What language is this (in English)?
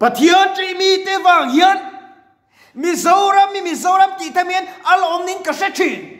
Mizo